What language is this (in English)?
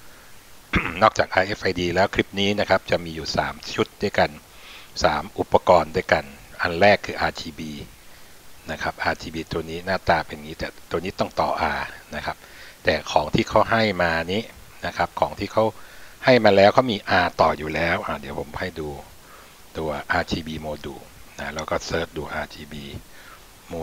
Thai